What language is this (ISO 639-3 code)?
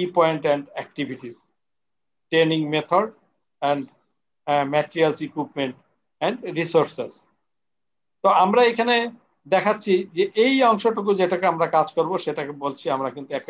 ben